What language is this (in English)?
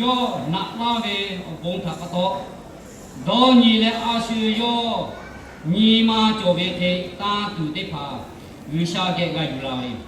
Lahu